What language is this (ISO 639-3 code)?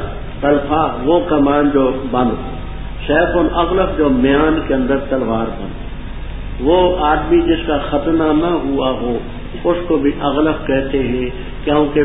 urd